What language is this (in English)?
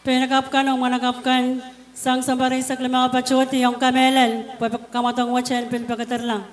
Pohnpeian